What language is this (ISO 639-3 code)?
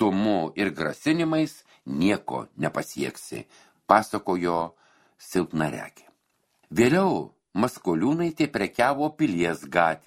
lit